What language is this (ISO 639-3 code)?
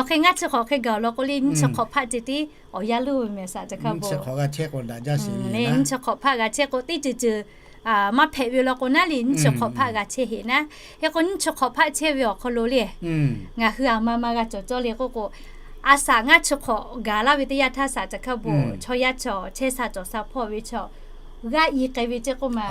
lhu